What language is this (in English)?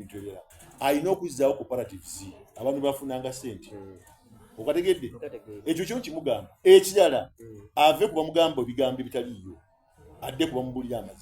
Soga